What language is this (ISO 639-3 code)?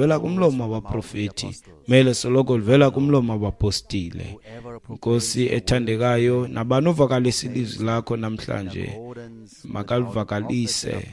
xho